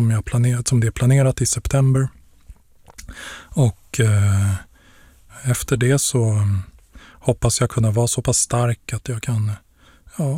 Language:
Swedish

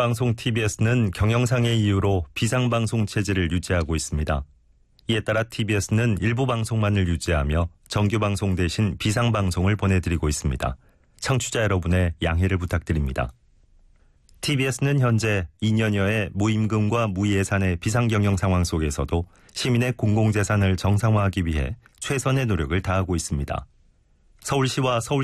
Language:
Korean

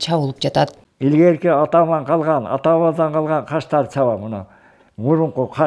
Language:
Kyrgyz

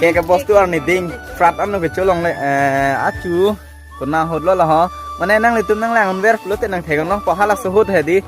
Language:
Karbi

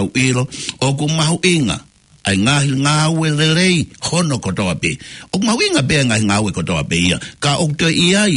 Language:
Tongan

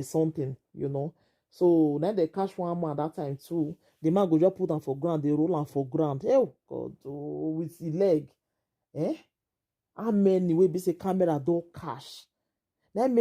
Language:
Nigerian Pidgin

